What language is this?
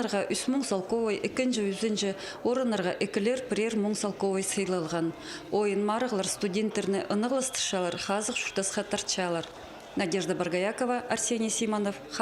Khakas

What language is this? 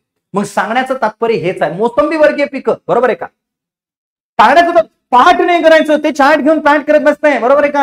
Marathi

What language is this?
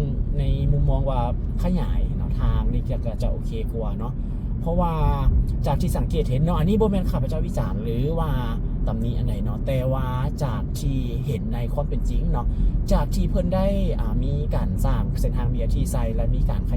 Lao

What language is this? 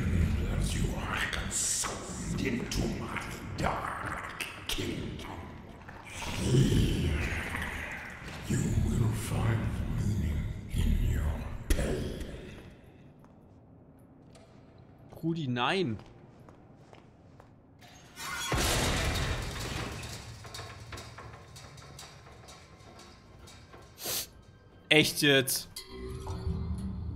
German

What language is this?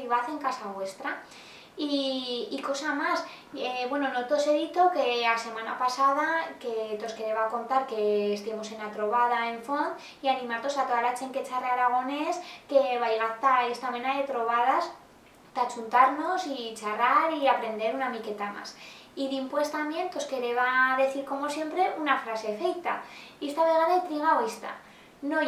Aragonese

